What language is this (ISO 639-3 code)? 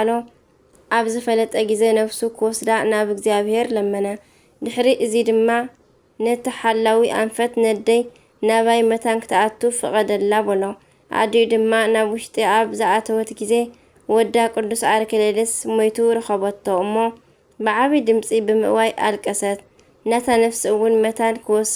tir